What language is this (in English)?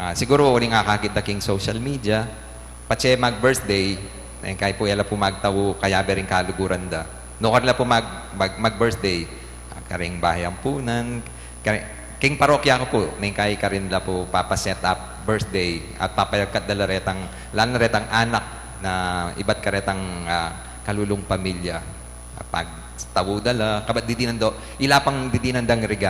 Pampanga